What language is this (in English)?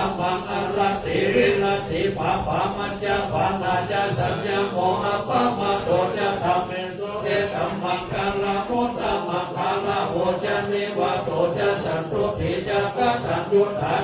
Pali